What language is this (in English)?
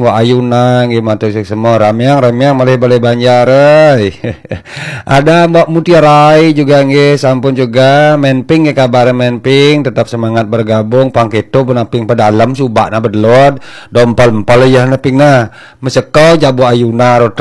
Balinese